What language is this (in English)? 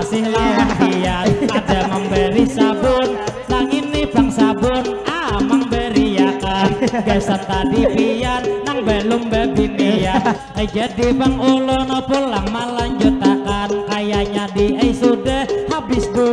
Banjar